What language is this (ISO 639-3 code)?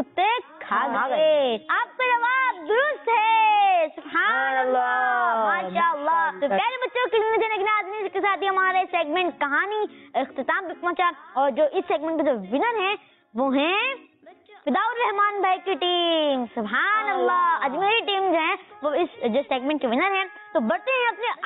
urd